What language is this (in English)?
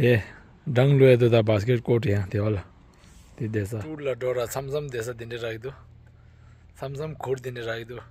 Tibetan